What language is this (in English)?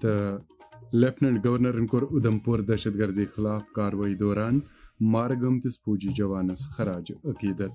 Kashmiri